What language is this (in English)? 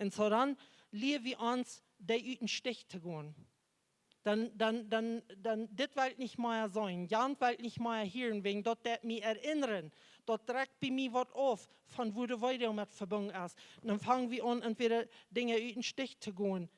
Plautdietsch